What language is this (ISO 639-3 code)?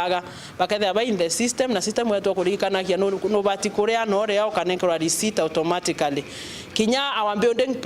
mer